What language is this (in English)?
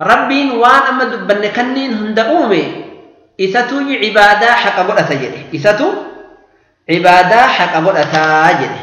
Oromo